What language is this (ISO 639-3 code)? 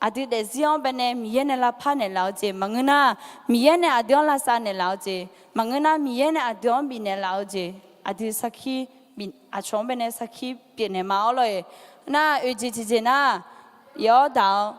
ahk